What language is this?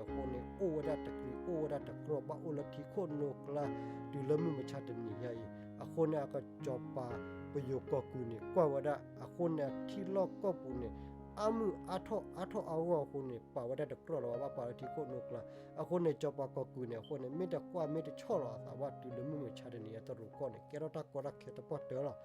S'gaw Karen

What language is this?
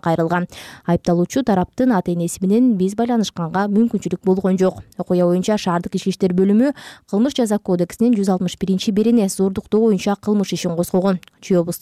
Kyrgyz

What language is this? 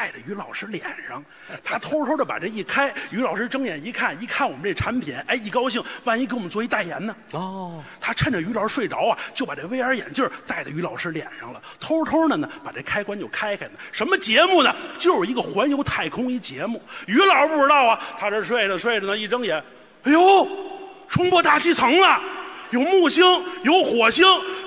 Chinese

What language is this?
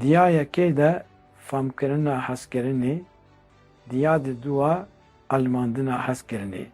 Kurdish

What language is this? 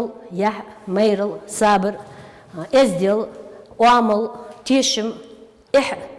Ingush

